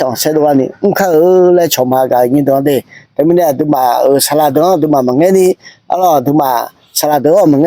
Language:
Akha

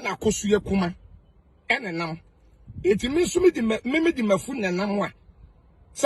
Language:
Akan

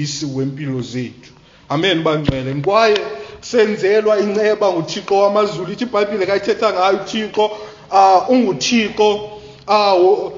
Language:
Xhosa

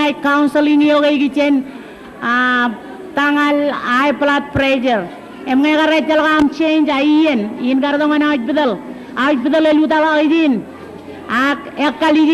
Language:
Marshallese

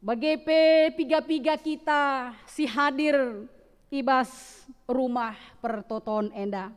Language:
Batak Karo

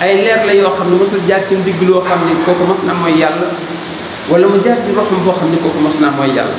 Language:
Wolof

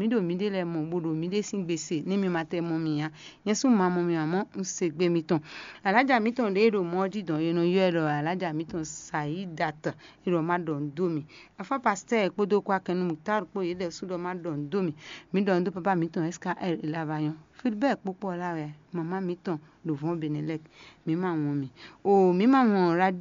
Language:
Fon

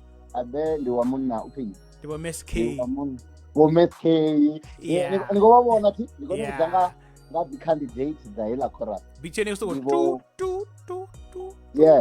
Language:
Venda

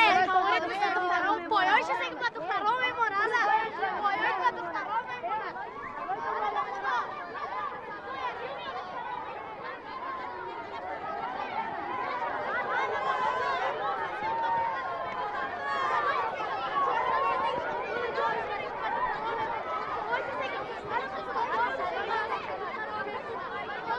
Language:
Persian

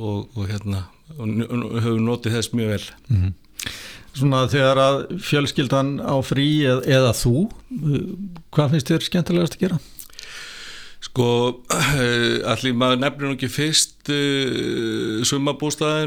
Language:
Icelandic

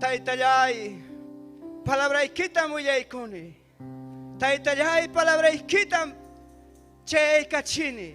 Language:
Ayacucho Quechua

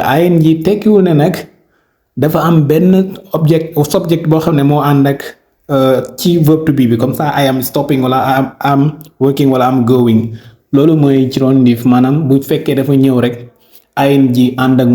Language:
Wolof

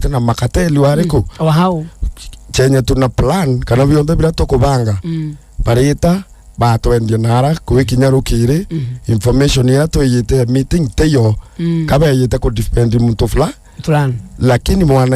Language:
Meru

